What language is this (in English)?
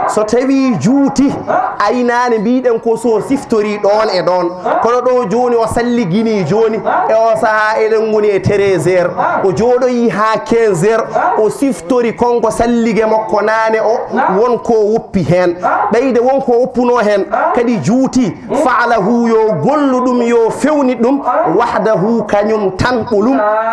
Fula